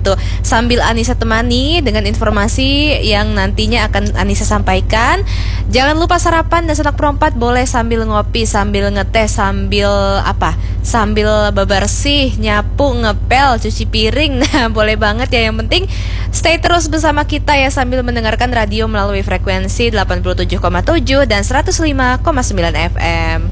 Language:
Indonesian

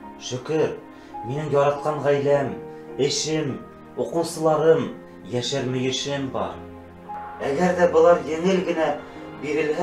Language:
Bashkir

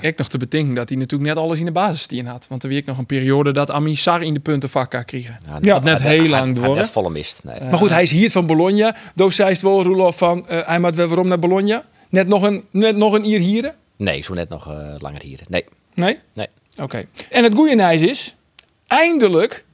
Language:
Western Frisian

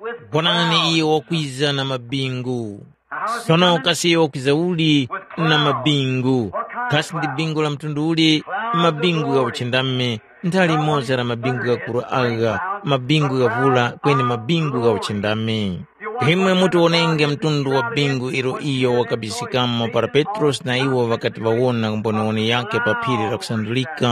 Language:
Tumbuka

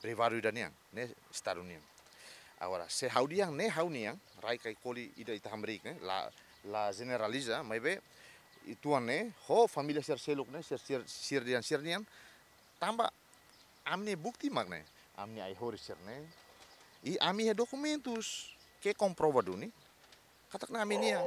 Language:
Tetum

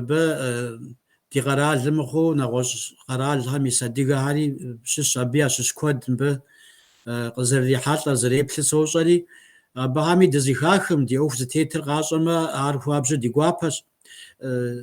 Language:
Kabardian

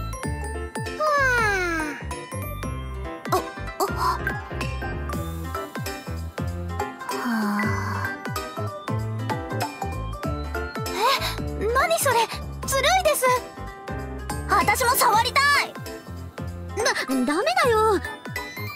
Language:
Japanese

